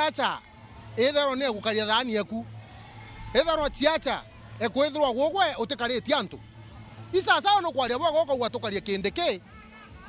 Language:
Meru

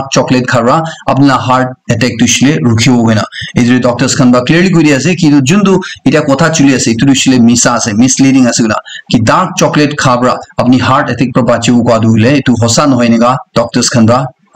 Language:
Naga Pidgin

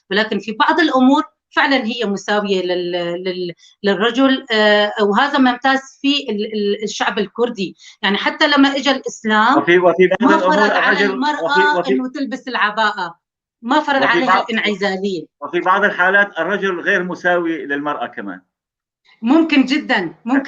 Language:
North Levantine Arabic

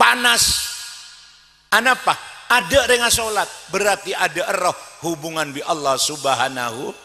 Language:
Madurese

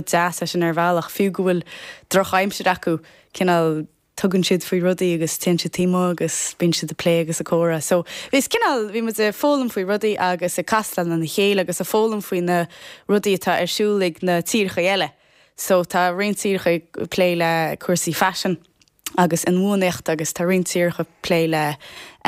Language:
Irish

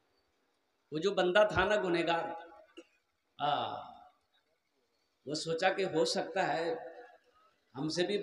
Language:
Hindi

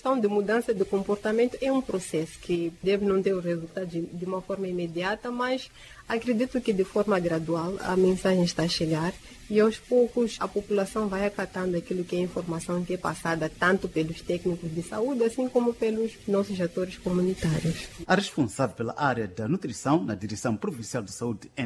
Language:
Portuguese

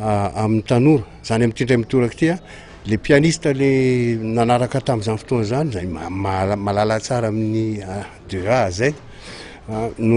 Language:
Malagasy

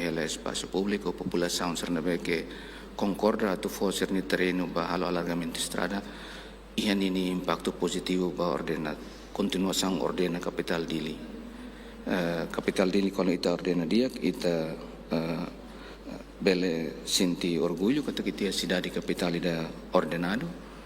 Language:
Tetum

